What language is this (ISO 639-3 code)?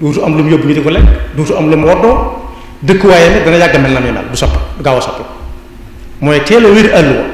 wol